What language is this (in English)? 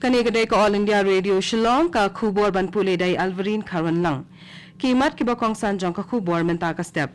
Khasi